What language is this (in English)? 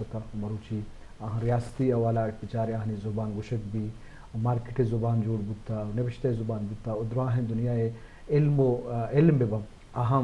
Eastern Balochi